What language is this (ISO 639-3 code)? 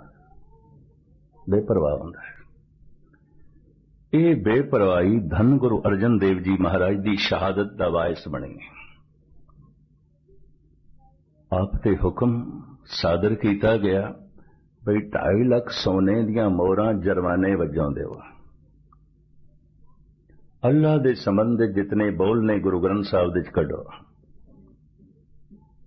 pan